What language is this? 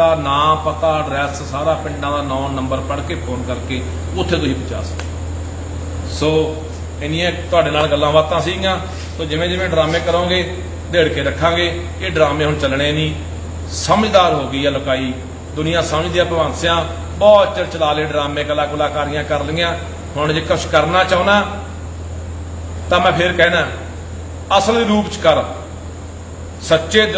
Punjabi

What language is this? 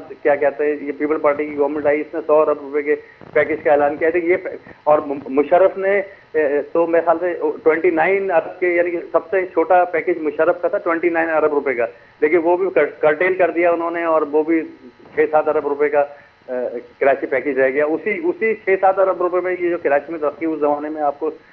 Urdu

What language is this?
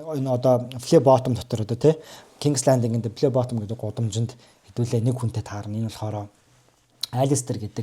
Mongolian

